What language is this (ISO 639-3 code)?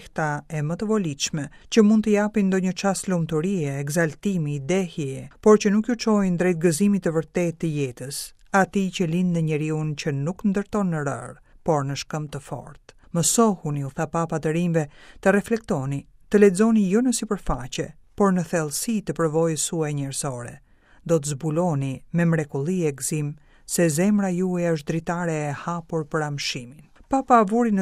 sqi